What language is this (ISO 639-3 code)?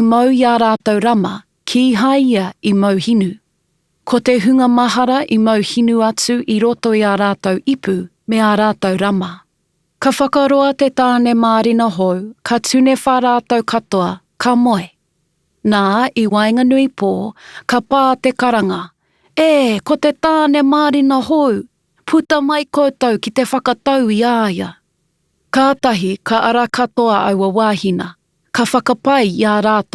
mri